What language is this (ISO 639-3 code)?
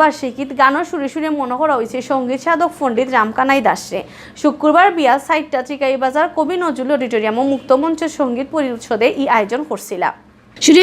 syl